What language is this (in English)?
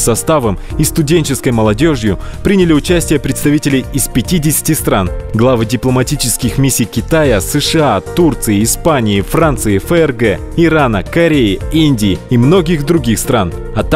Russian